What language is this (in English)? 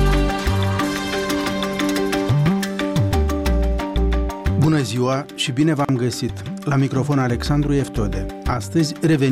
Romanian